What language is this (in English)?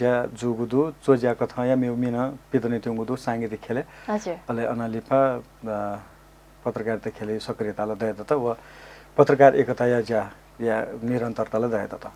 Newari